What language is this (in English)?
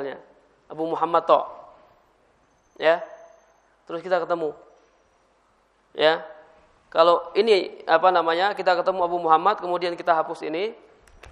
Indonesian